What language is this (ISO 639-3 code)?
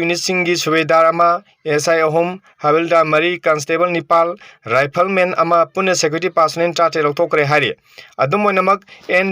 mni